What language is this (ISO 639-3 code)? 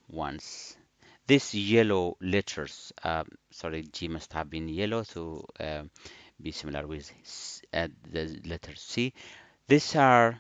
eng